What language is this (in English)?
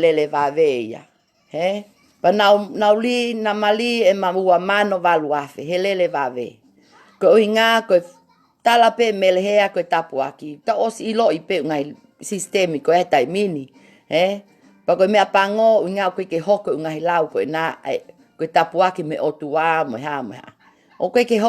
Tongan